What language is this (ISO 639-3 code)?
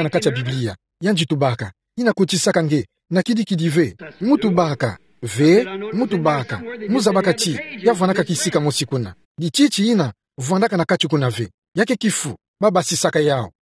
ktu